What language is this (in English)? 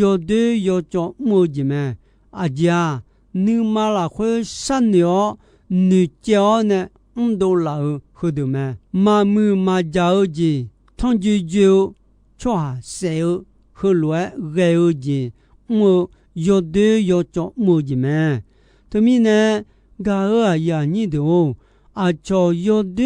Akha